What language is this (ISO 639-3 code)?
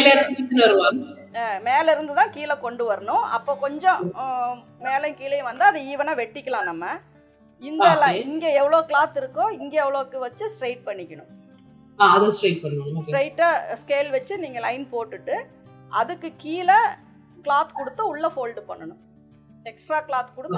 tam